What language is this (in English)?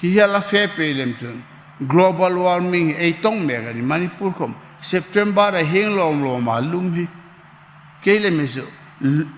Hmar